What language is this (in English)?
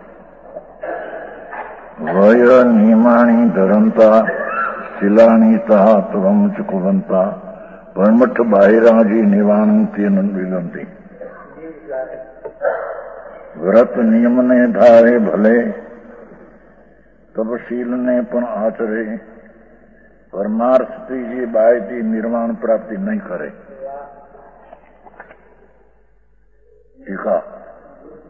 Gujarati